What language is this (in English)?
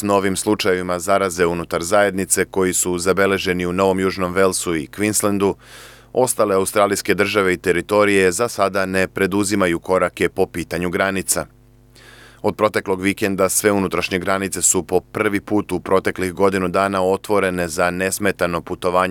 Serbian